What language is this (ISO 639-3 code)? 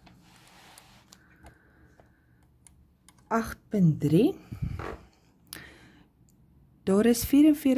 afr